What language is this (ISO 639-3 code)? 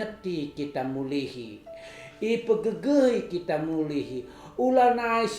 btx